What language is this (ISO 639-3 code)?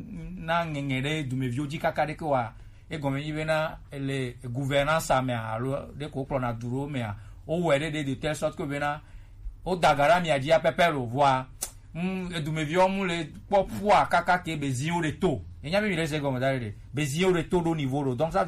gej